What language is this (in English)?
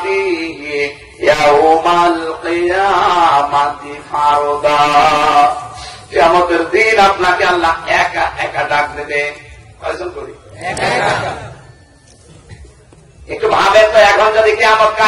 Bangla